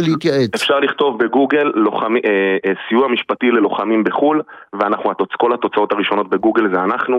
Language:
Hebrew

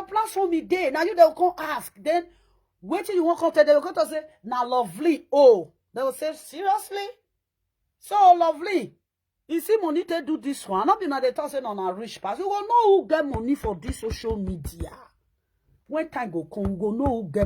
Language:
Nigerian Pidgin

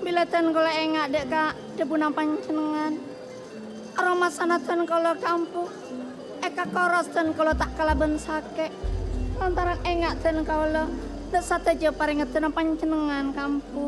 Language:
Madurese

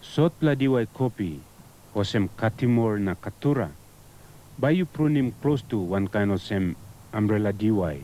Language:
Tok Pisin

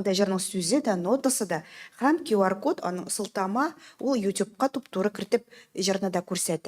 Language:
Tatar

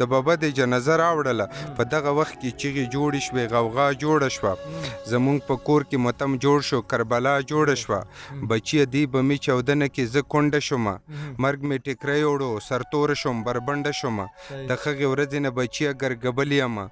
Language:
Pashto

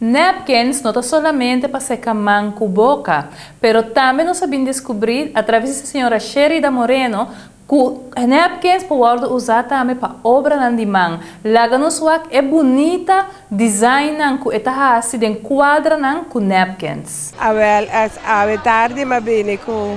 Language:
Papiamento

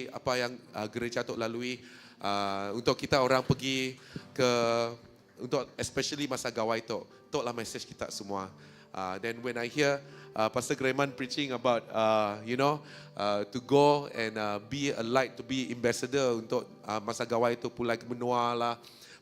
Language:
Iban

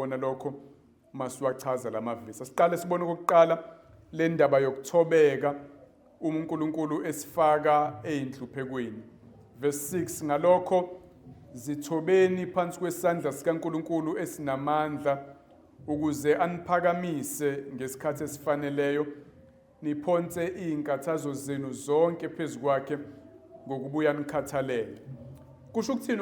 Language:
Zulu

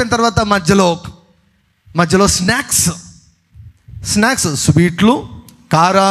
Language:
Telugu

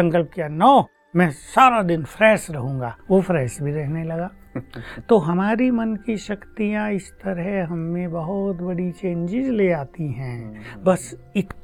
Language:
Hindi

